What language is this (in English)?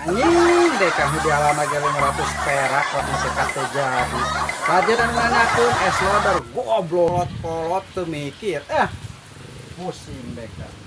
Sundanese